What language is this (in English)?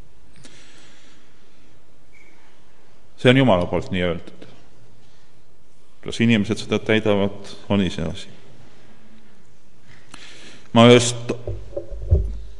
Estonian